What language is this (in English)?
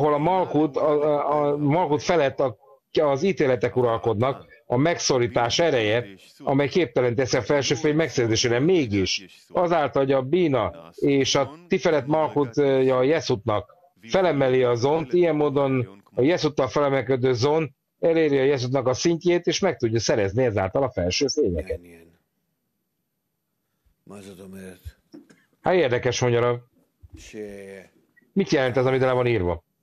Hungarian